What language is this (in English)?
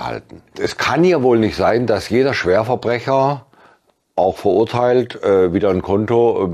German